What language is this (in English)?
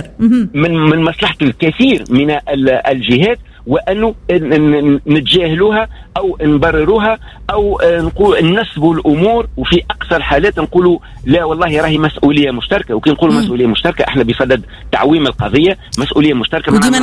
Tunisian Arabic